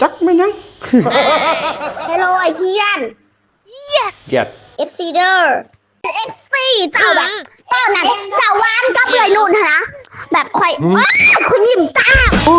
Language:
Lao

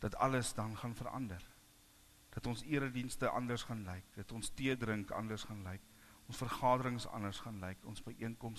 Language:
Afrikaans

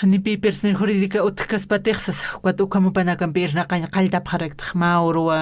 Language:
Aymara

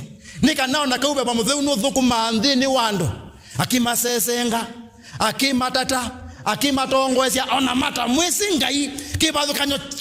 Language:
Kamba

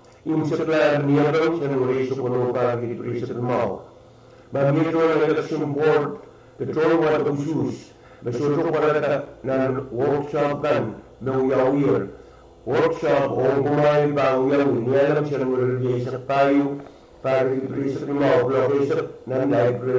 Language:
Pohnpeian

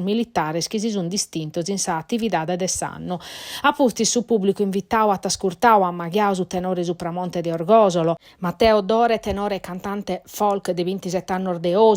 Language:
Sardinian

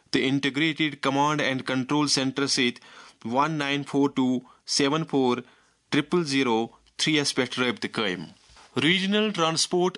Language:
Kashmiri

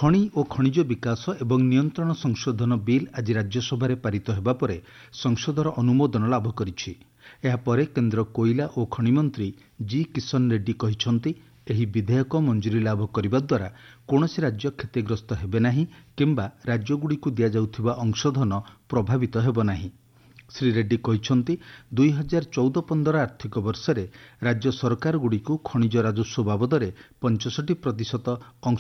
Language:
Odia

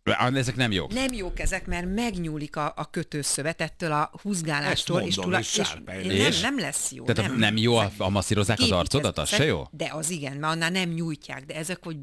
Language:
Hungarian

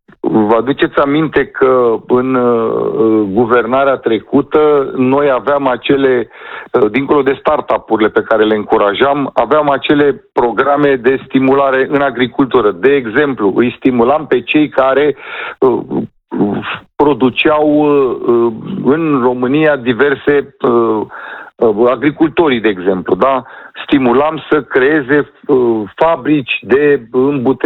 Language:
Romanian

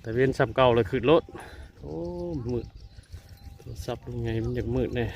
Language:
Northeastern Thai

